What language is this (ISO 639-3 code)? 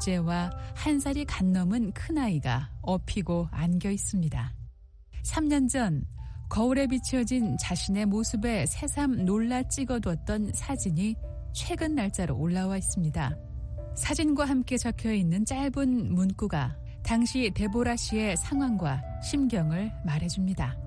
kor